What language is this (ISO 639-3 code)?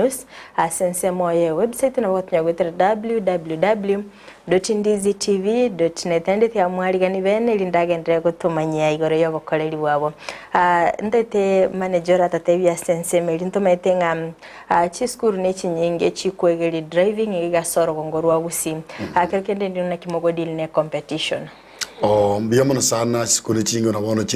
guz